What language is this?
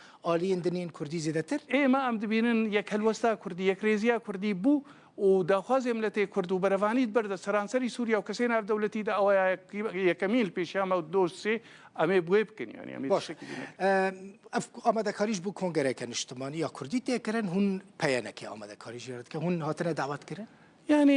Kurdish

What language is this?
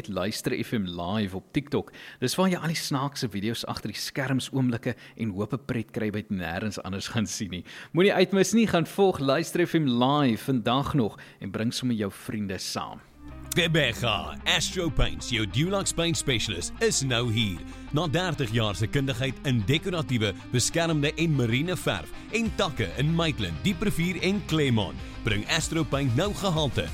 Afrikaans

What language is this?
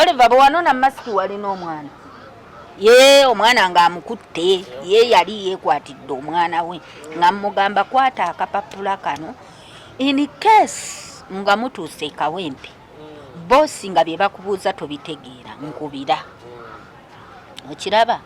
Ganda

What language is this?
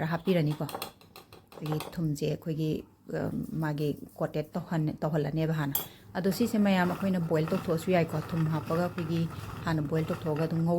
Manipuri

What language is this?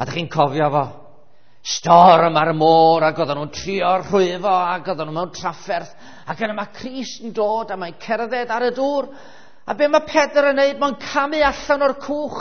Welsh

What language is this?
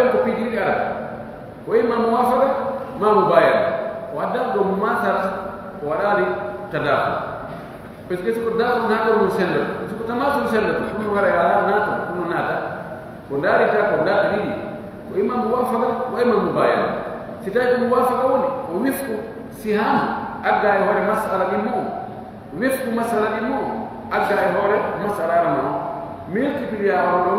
Pular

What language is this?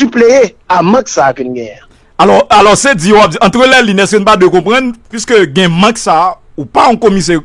Haitian Creole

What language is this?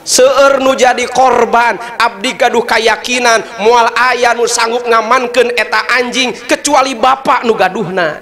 Sundanese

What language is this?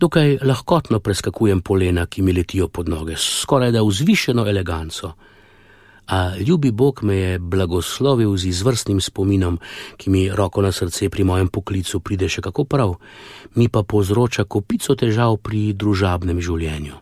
Slovenian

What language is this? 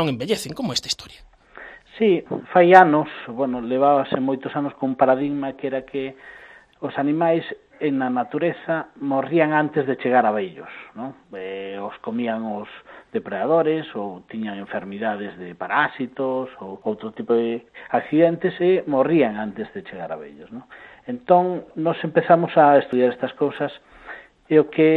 Galician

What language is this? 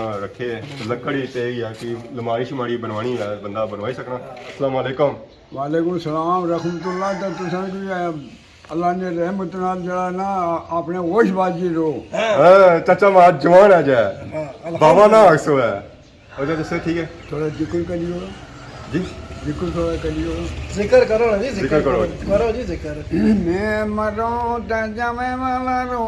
Pahari-Potwari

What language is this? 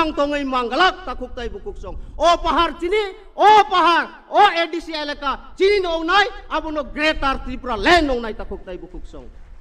Kok Borok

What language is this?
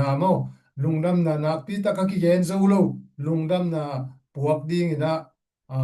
Tedim Chin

